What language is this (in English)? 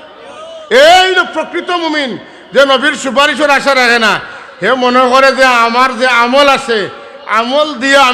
Sylheti